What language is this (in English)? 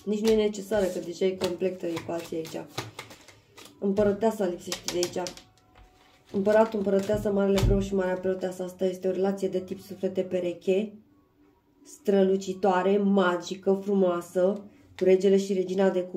Romanian